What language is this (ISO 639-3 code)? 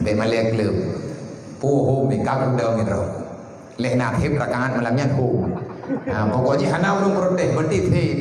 ace